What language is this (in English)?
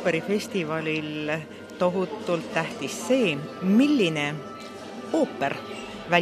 Estonian